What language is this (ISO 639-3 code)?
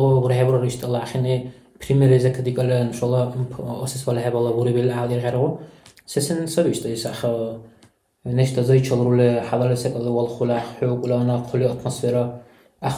dar